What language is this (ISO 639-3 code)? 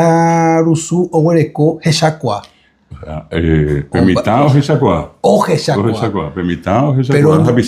grn